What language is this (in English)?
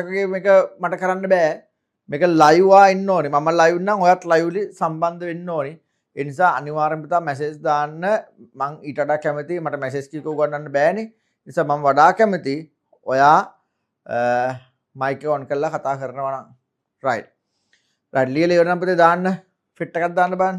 Sinhala